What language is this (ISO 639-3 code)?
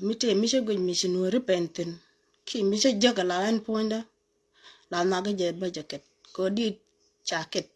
nus